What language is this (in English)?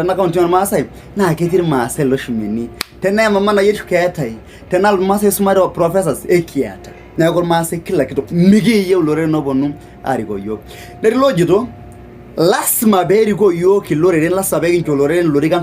Masai